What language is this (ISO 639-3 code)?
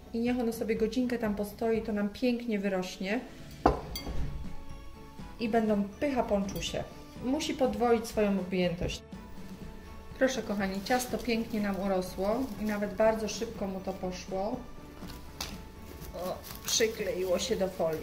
pol